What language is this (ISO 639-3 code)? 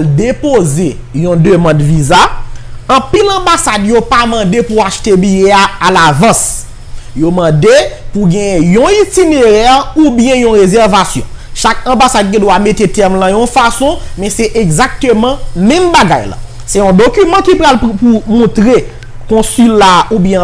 hat